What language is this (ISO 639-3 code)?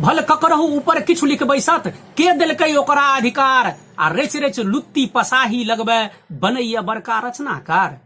mai